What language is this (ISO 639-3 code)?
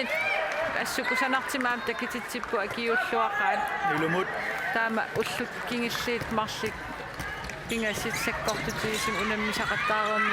kal